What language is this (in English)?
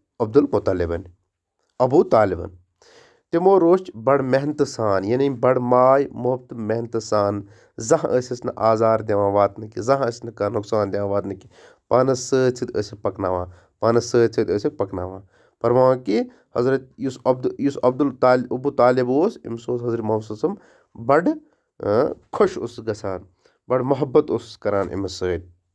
Kashmiri